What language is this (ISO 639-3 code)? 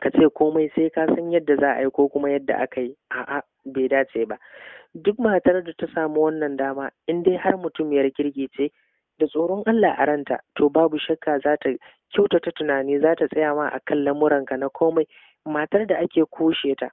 hau